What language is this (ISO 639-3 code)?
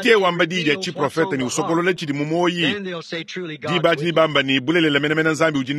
lua